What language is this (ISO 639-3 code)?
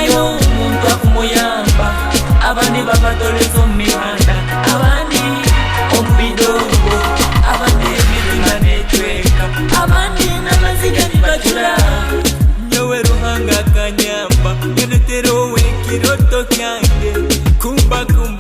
nyo